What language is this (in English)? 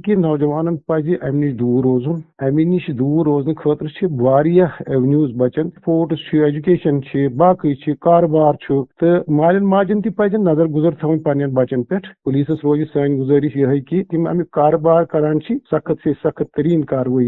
Kashmiri